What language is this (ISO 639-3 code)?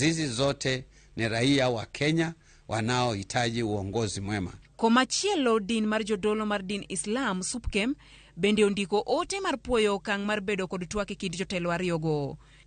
luo